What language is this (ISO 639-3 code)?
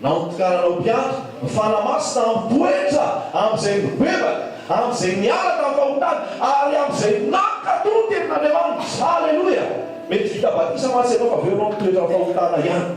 mlg